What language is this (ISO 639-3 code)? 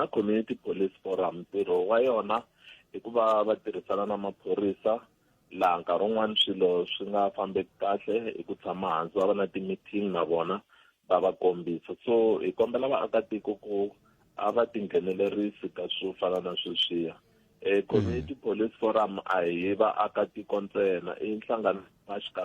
tso